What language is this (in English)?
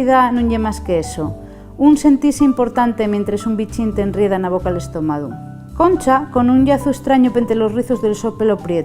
Asturian